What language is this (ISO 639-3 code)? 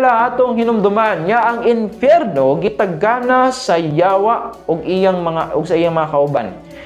ceb